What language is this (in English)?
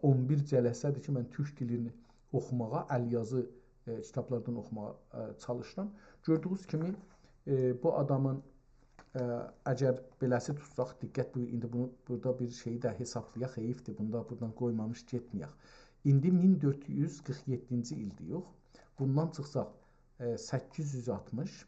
South Azerbaijani